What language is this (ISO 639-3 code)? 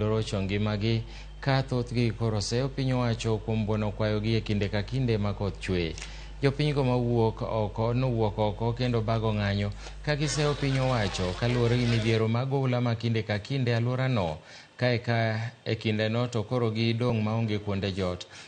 luo